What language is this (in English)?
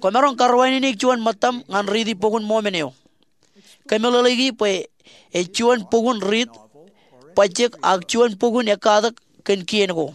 Marshallese